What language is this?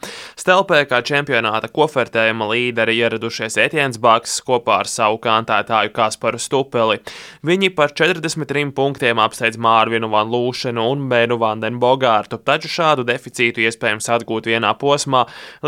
Latvian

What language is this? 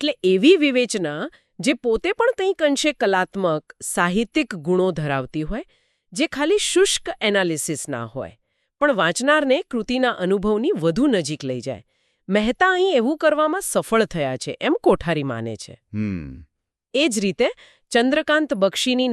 Gujarati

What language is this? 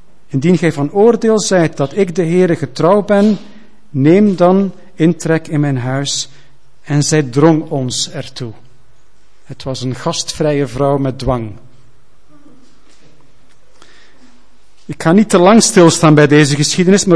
Dutch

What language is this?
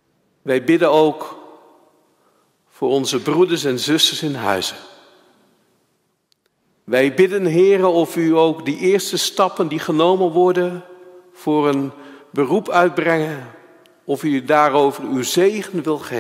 Dutch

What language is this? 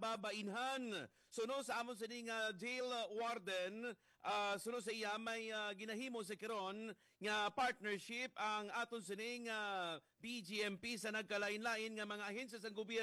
Hiligaynon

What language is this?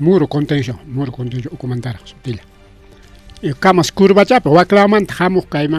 Ayacucho Quechua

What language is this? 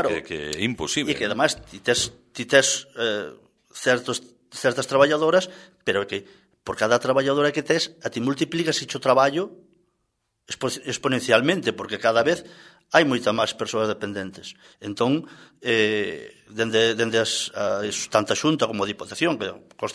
Galician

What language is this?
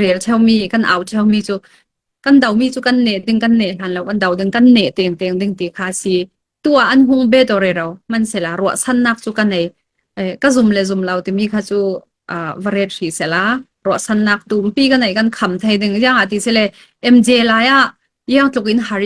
Falam Chin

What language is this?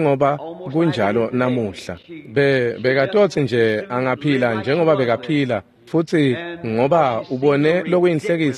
Swati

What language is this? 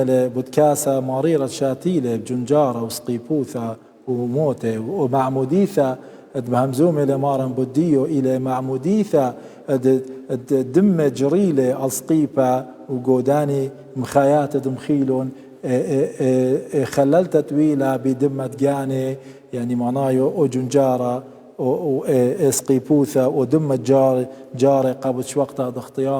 Assyrian Neo-Aramaic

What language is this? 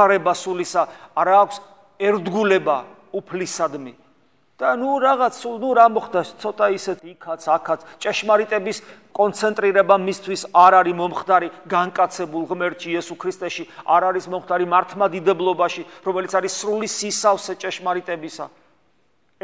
Georgian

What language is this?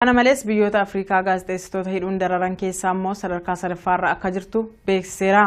Oromo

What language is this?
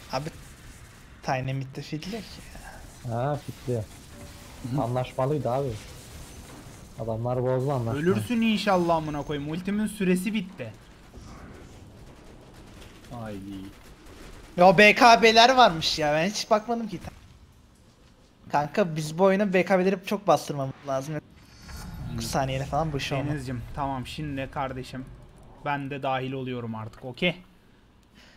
Turkish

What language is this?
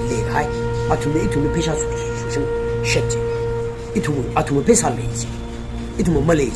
Tangkhul Naga (India)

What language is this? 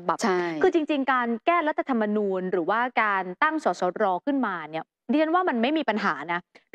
Thai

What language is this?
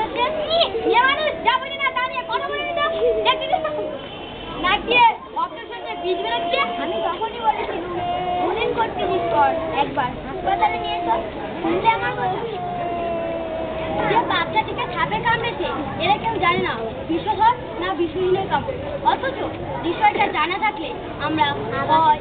Bangla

